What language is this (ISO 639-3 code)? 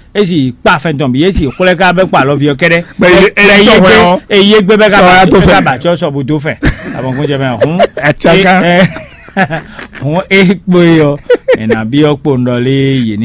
fon